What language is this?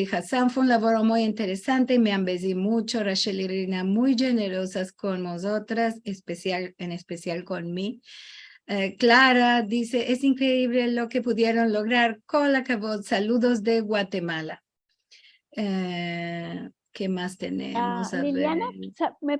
Ladino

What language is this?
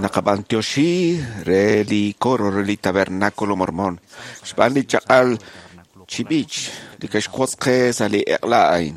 Kekchí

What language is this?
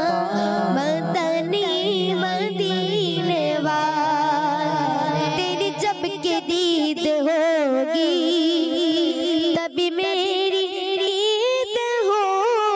Urdu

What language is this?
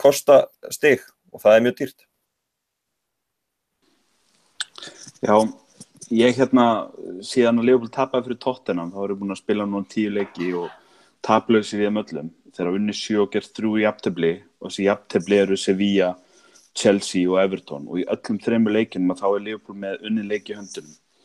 Icelandic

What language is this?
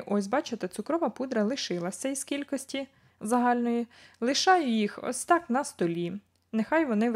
Ukrainian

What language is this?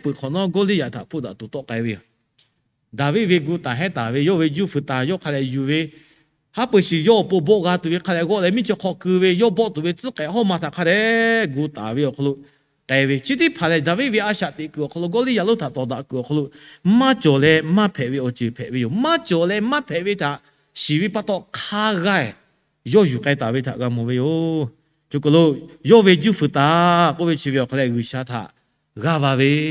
Lahu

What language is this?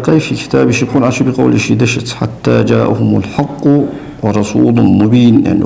Ingush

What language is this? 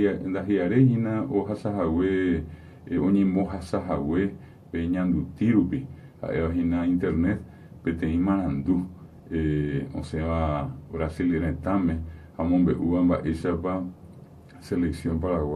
Guarani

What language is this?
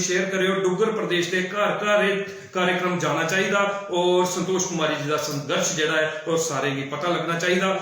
Dogri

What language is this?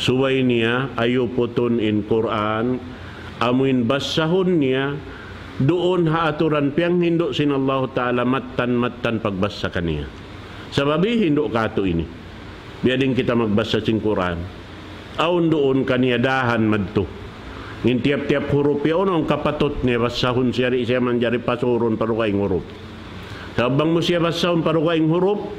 Tausug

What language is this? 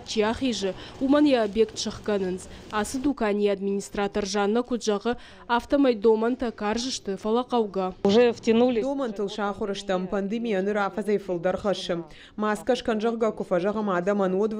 Ossetic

